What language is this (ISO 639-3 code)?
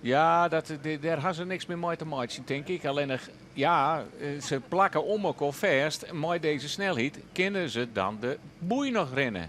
fry